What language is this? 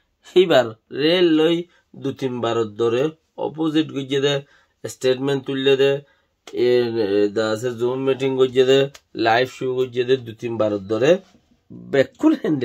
Rohingya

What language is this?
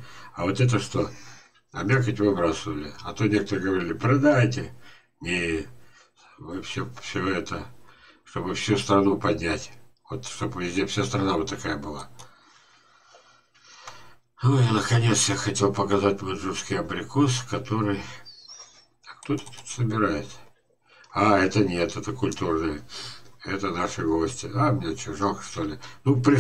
Russian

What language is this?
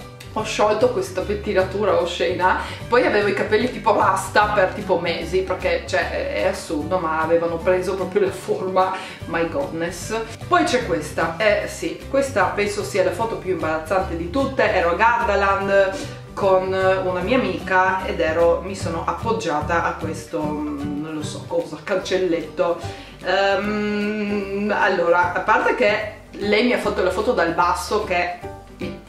Italian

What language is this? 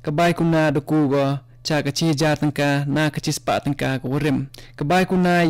Khasi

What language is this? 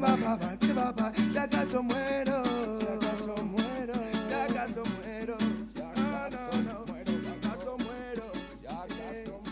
Basque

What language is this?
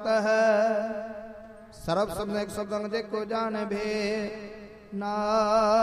Punjabi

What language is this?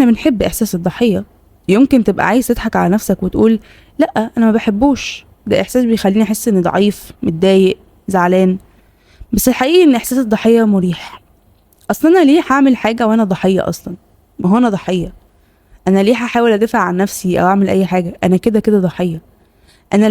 Egyptian Arabic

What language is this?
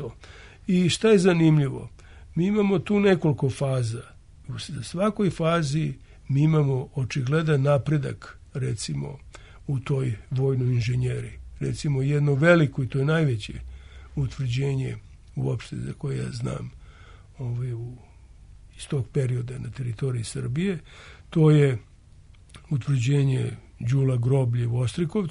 Serbian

